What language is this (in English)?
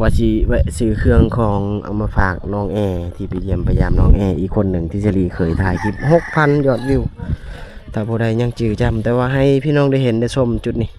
Lao